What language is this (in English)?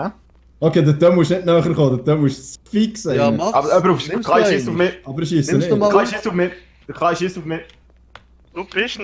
Swiss German